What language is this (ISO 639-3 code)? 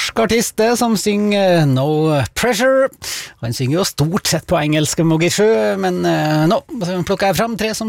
nor